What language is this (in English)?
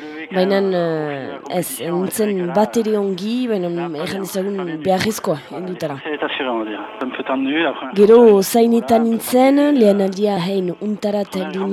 Basque